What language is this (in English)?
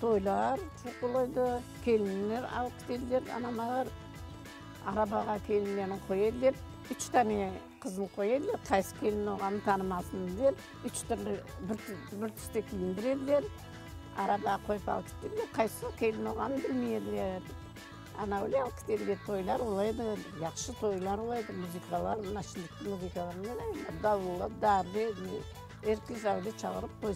Crimean Tatar